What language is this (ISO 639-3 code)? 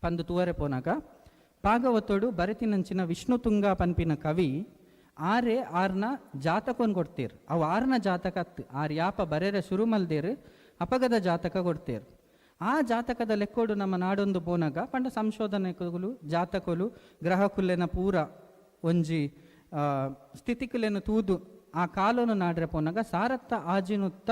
tcy